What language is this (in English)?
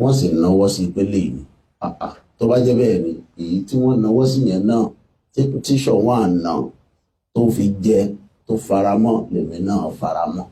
Yoruba